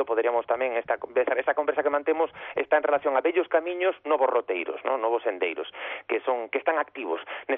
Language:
Galician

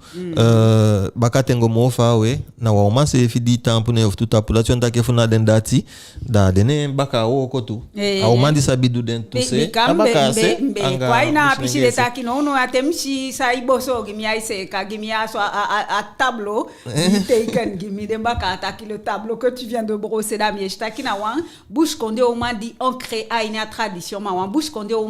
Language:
Eastern Maroon Creole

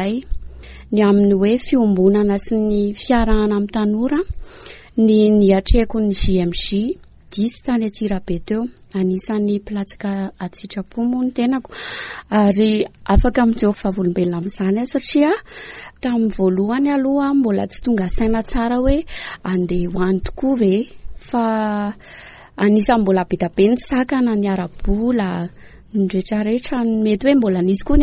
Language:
Malagasy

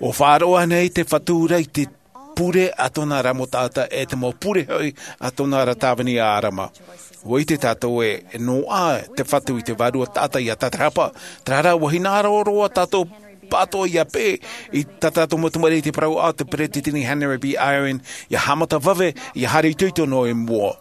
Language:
Tahitian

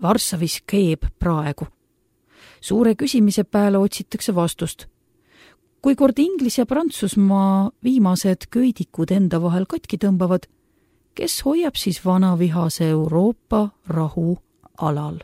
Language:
Estonian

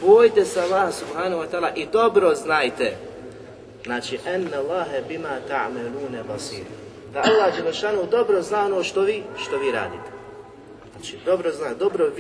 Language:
Bosnian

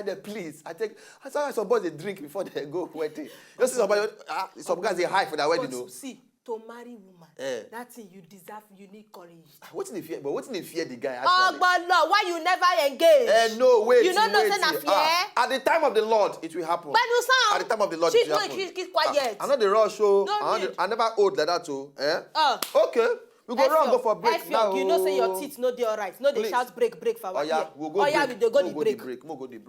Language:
Nigerian Pidgin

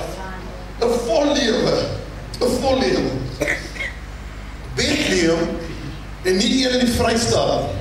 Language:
Afrikaans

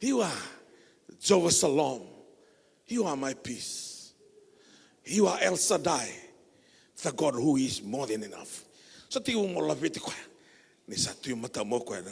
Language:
Fijian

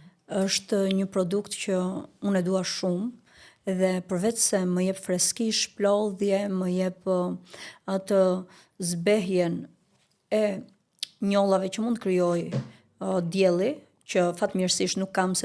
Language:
Albanian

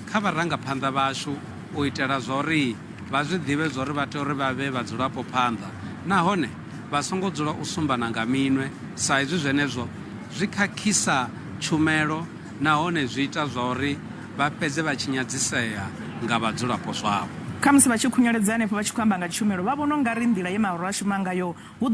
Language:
Venda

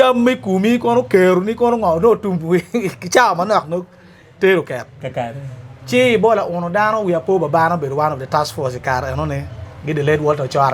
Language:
Acoli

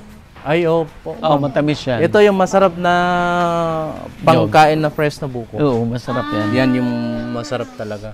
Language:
Filipino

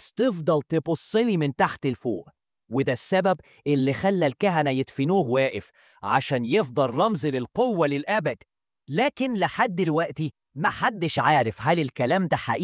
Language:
Egyptian Arabic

